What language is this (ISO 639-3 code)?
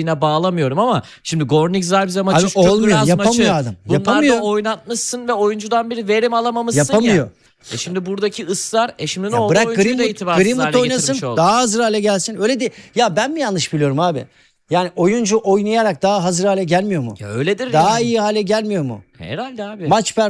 tur